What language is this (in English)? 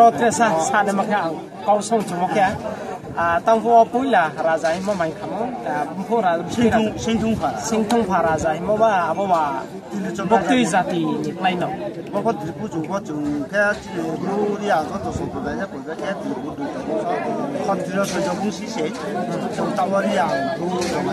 Riang (India)